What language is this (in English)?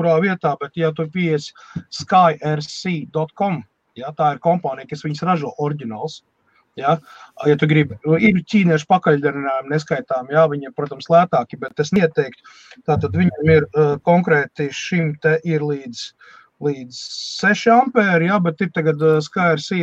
Latvian